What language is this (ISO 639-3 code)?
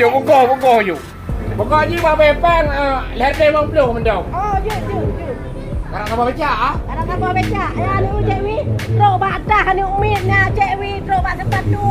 ace